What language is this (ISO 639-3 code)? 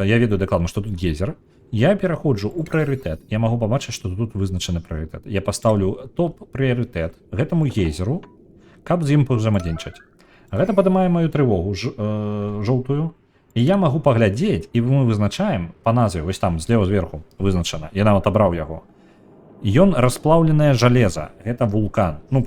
bel